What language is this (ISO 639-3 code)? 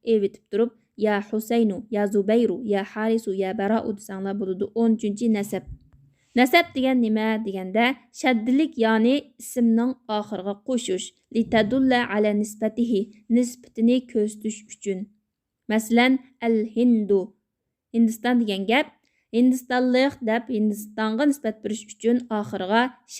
uig